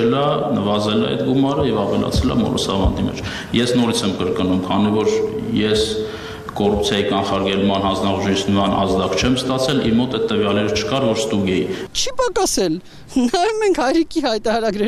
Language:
Armenian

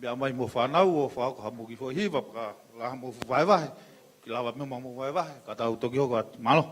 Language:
Tongan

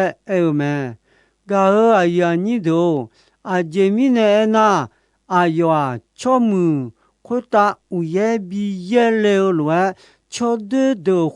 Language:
Akha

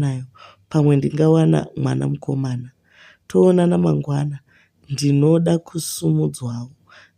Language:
Shona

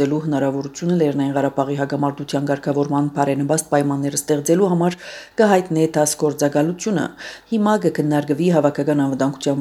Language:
Armenian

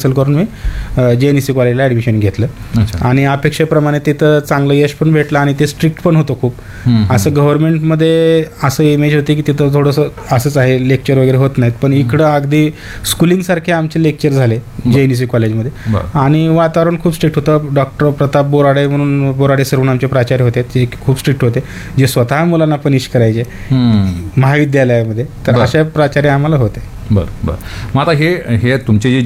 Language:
Marathi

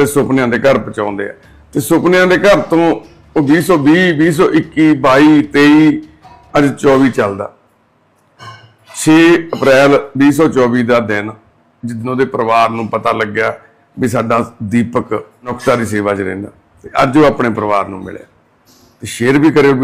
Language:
Punjabi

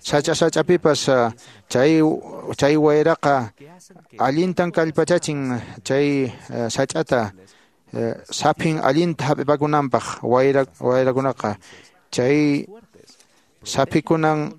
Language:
Quechua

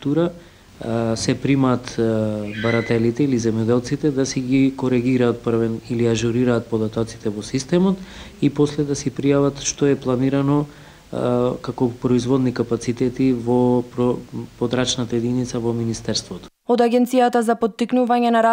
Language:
Macedonian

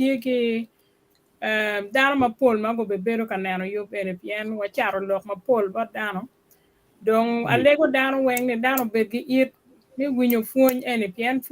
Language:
Acoli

